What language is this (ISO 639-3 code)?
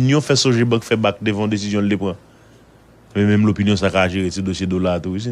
hat